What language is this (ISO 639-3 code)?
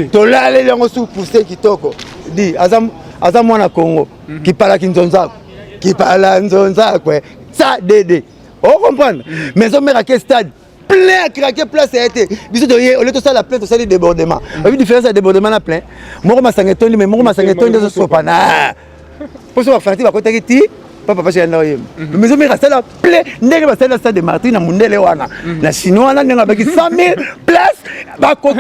lin